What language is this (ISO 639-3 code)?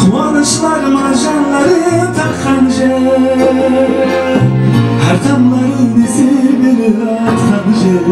kaa